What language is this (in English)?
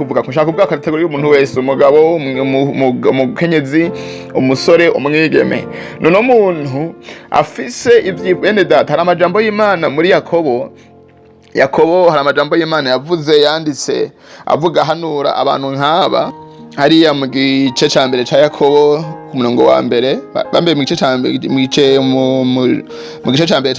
Rundi